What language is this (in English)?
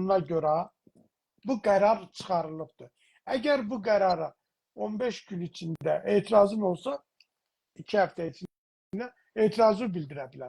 South Azerbaijani